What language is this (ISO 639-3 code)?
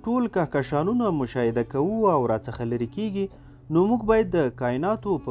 pus